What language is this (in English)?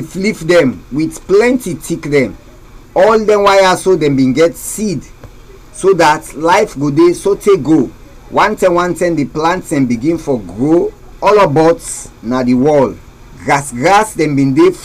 Krio